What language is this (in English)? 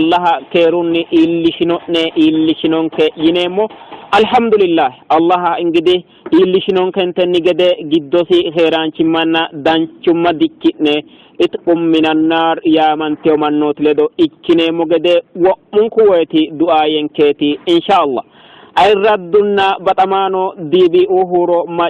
Sidamo